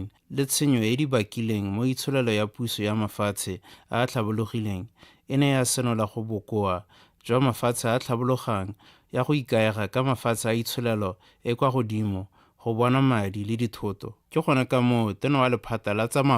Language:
Tswana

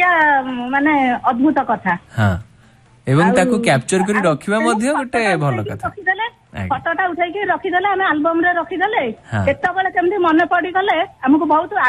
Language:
Odia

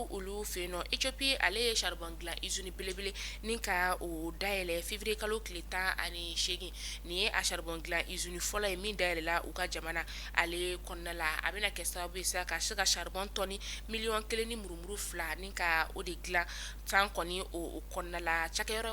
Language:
Bambara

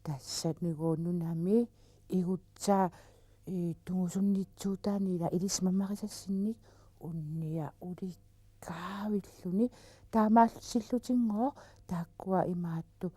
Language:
Kalaallisut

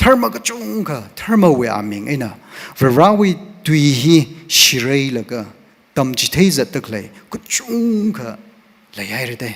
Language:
Tangkhul Naga (India)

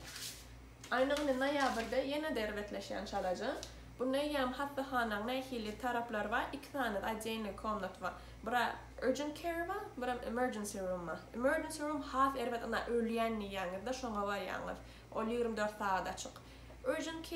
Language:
Turkmen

